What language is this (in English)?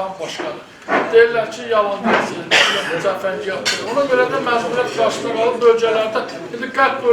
Azerbaijani